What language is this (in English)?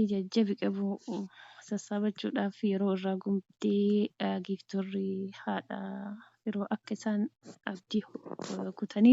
Oromo